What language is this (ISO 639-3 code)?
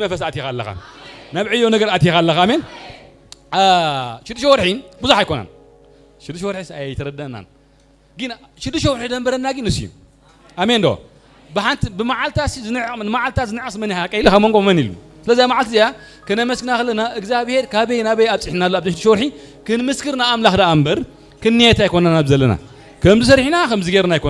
tir